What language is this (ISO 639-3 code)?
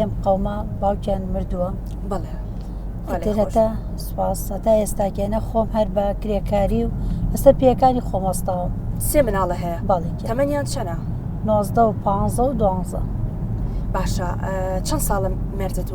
ckb